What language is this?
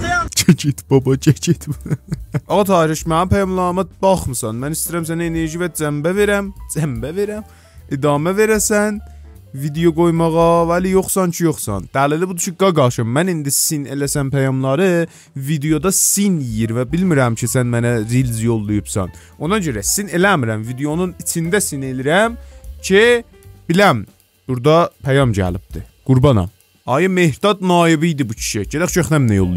South Azerbaijani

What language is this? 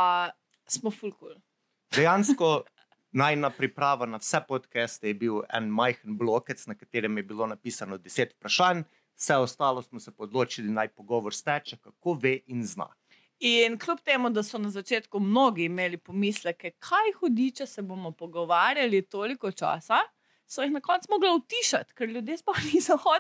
Slovenian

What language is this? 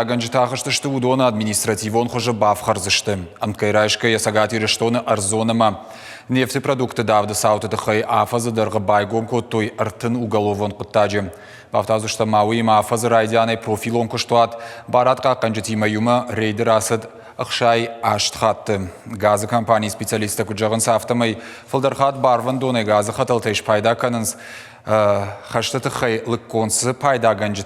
Ossetic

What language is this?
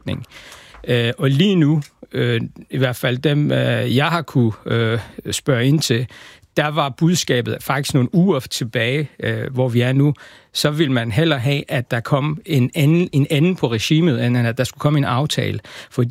Danish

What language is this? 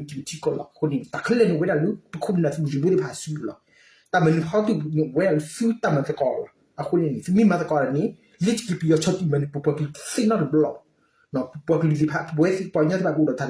S'gaw Karen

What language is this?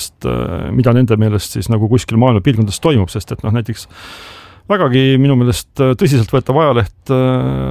Estonian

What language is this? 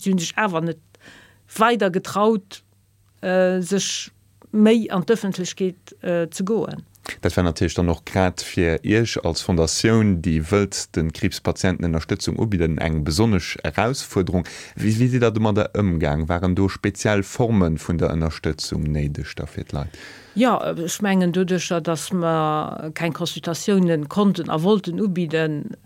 Luxembourgish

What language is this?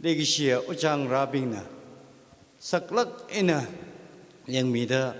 Tangkhul Naga (India)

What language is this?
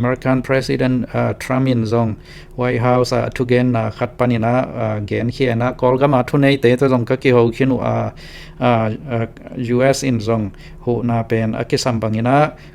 Tedim Chin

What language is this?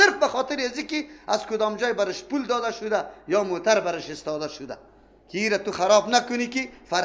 Persian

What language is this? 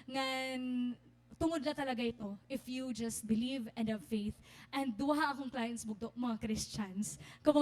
Waray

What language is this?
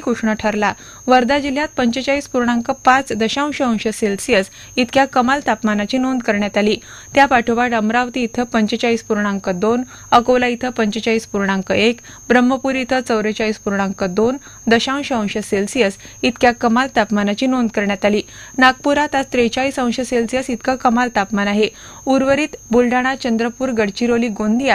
Marathi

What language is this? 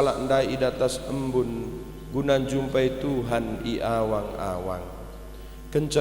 Batak Karo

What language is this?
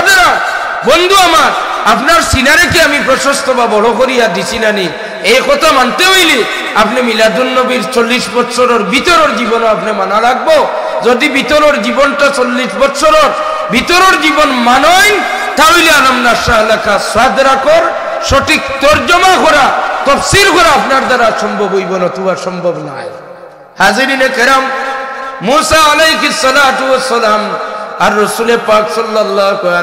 Sylheti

